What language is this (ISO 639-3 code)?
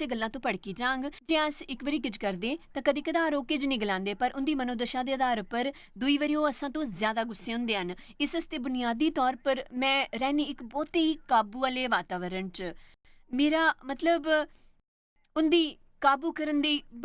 doi